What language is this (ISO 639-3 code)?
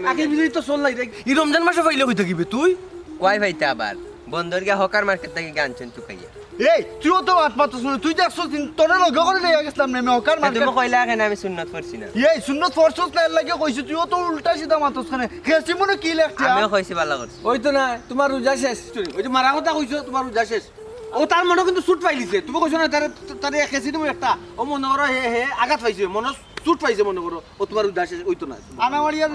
syl